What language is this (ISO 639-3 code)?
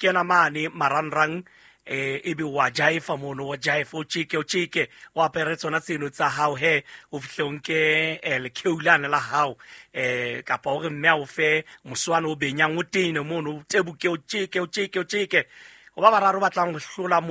sot